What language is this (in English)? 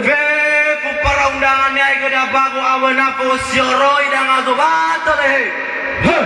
Nias